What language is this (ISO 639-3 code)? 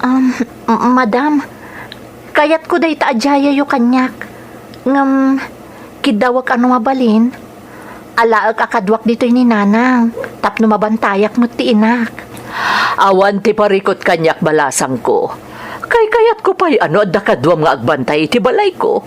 ilo